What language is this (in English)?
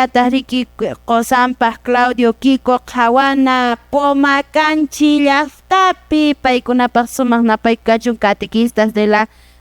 Quechua